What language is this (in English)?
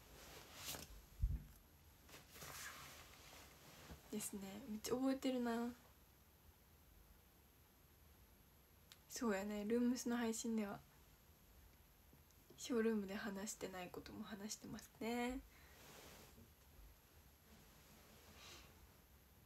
Japanese